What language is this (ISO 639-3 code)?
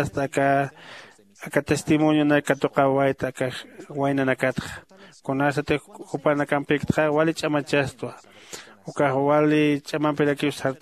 aym